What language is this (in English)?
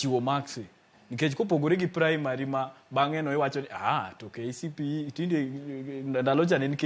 Luo (Kenya and Tanzania)